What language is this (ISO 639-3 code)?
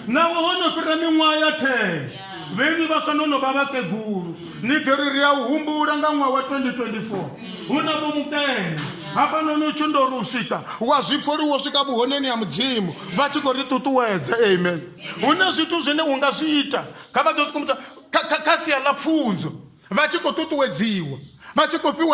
ven